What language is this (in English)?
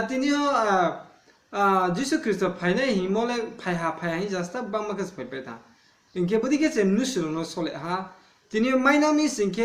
Riang (India)